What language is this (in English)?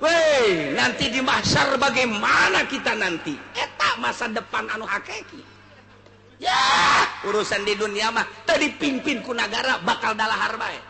Sundanese